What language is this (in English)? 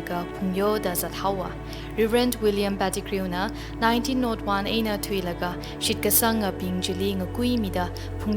Tangkhul Naga (India)